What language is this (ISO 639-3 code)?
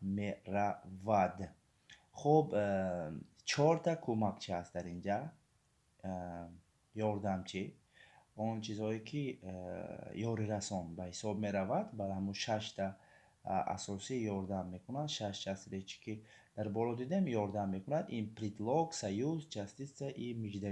tgk